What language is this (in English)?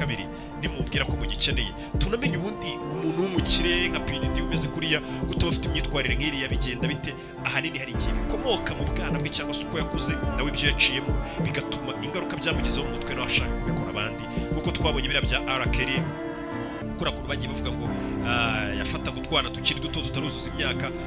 Kinyarwanda